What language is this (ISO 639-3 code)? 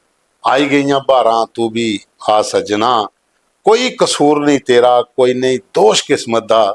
doi